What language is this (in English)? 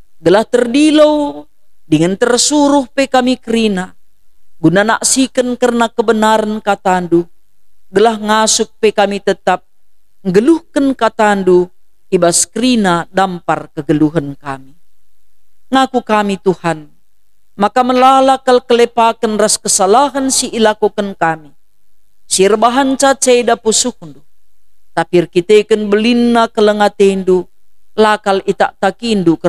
Batak Karo